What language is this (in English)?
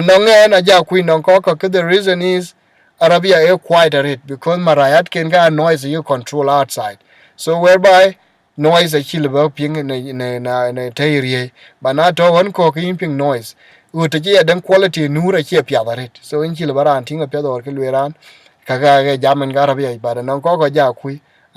Dinka